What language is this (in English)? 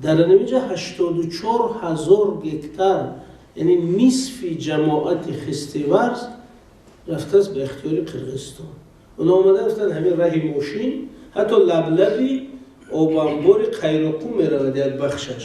Tajik